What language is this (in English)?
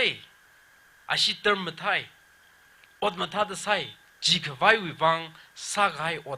Tangkhul Naga (India)